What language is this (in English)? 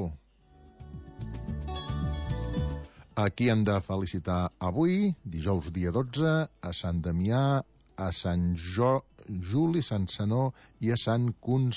Catalan